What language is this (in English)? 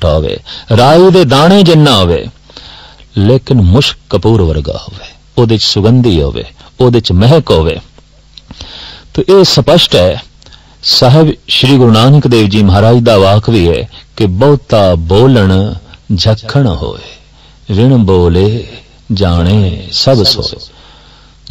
Punjabi